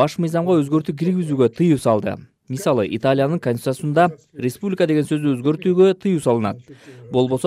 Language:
Kyrgyz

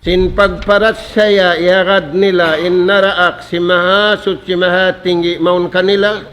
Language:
Tausug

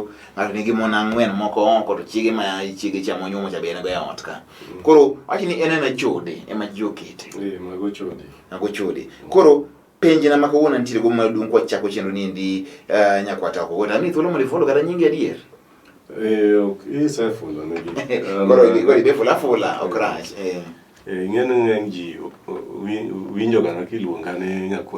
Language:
Luo (Kenya and Tanzania)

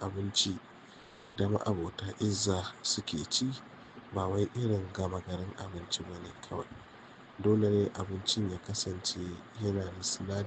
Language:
Hausa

